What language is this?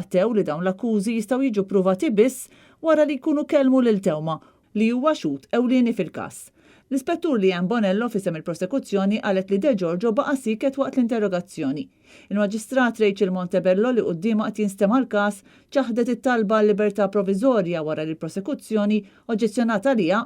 Maltese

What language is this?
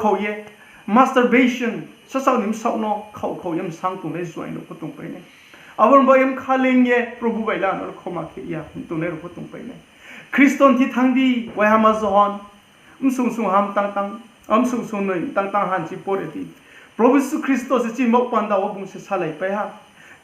Riang (India)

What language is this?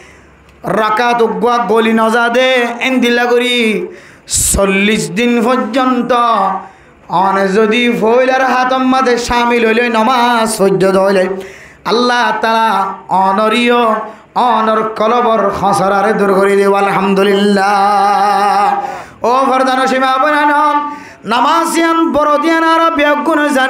Rohingya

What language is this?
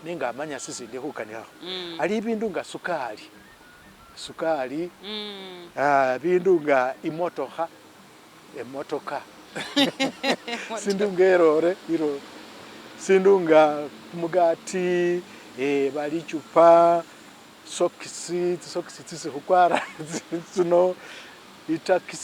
Masaaba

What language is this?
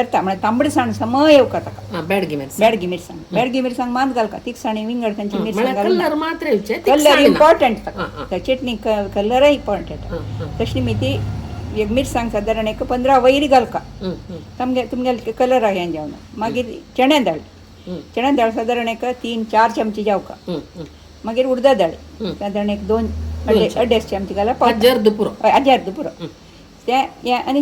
Konkani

